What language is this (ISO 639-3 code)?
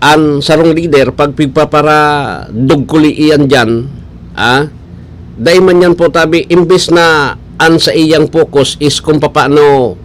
bik